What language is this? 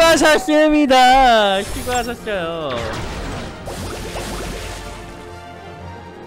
Korean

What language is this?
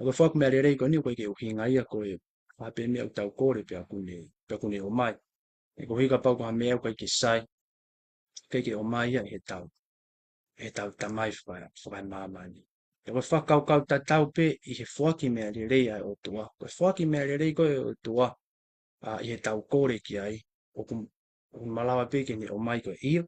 Tongan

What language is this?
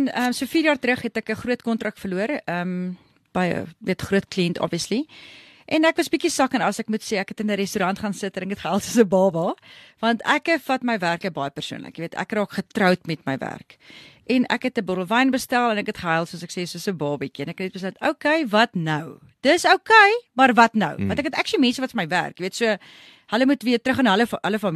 Afrikaans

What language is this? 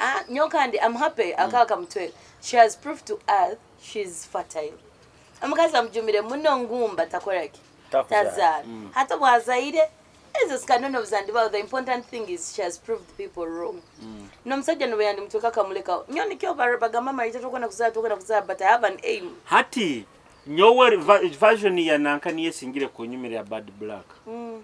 Nyoro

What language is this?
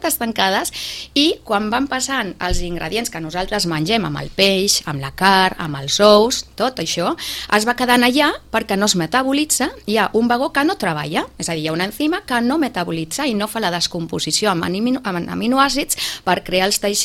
Catalan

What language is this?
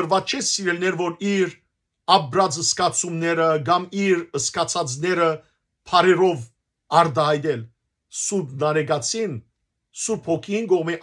Western Armenian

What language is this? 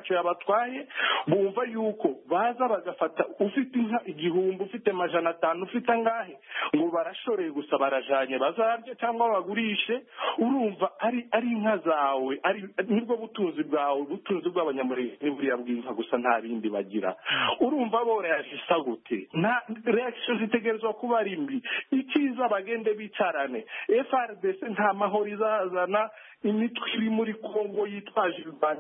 Kinyarwanda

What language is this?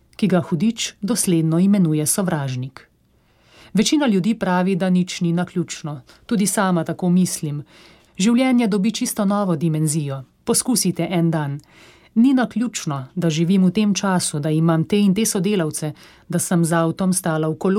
Slovenian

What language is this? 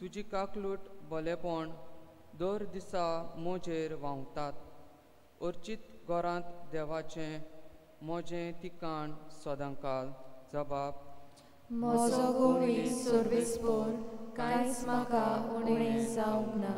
Konkani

